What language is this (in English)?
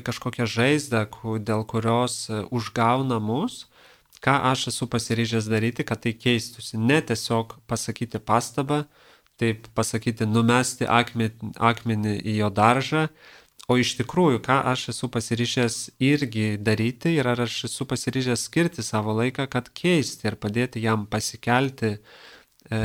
Lithuanian